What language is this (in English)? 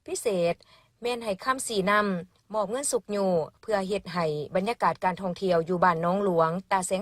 Lao